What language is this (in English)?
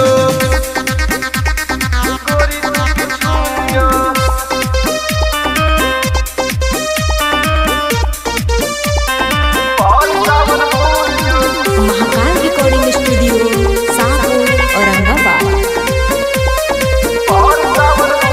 Bhojpuri